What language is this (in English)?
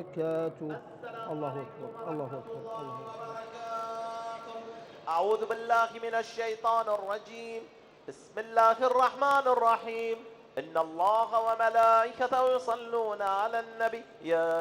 Arabic